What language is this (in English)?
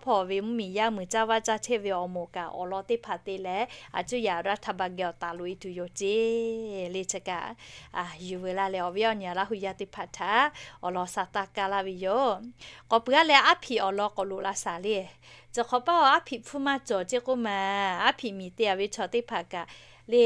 Lahu